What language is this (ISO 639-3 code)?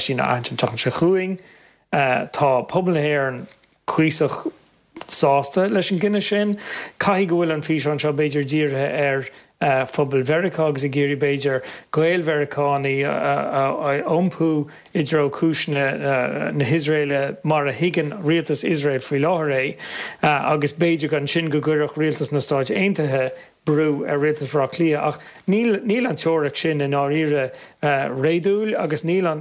gle